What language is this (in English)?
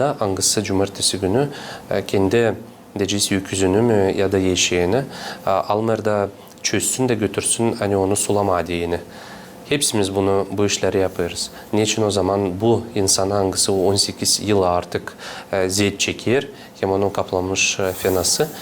Gagauz